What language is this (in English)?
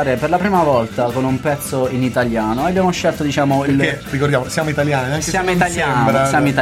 Italian